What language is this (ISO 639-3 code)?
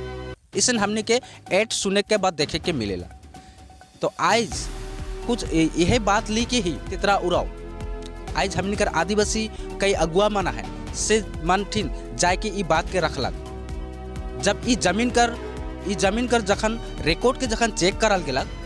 sck